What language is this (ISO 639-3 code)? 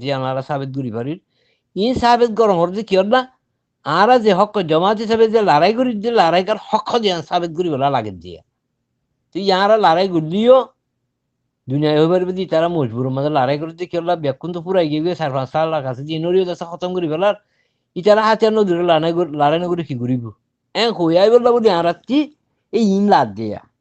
rhg